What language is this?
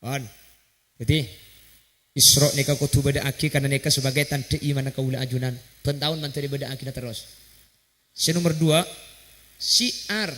Madurese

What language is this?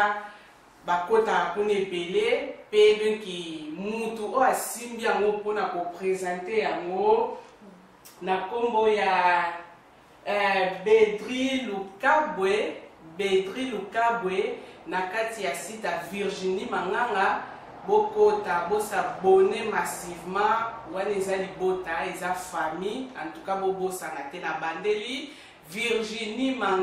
Lingala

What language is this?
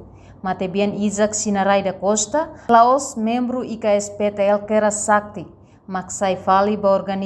Tetum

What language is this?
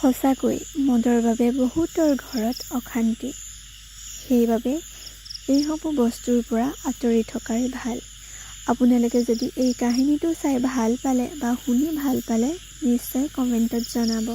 Assamese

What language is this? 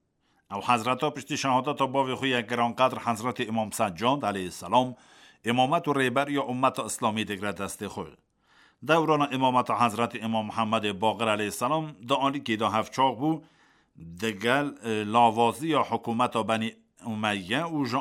Kurdish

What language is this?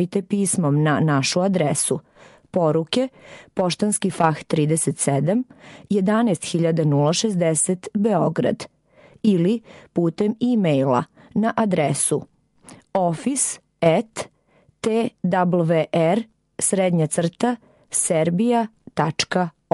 Serbian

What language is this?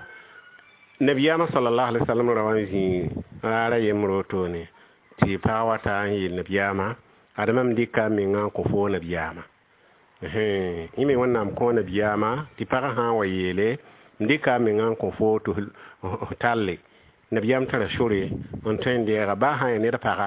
Mossi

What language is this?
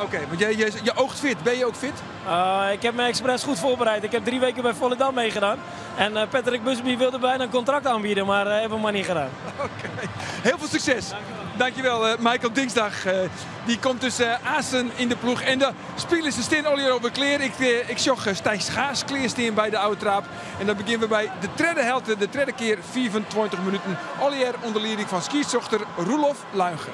Western Frisian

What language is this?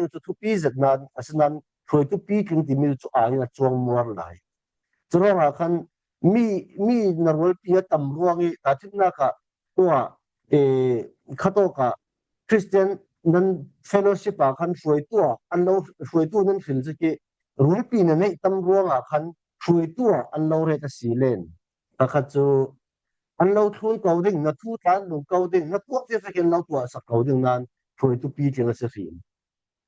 Falam Chin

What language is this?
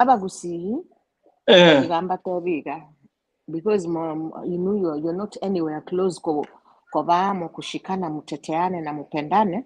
Gusii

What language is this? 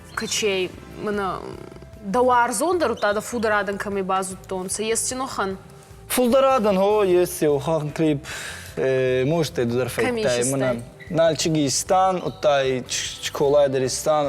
Ossetic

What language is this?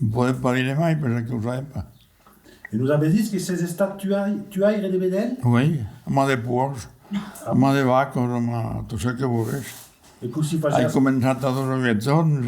Occitan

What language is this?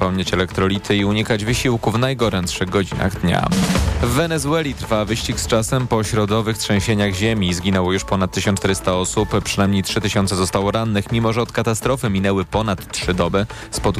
Polish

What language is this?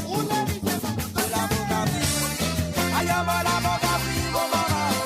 Morisyen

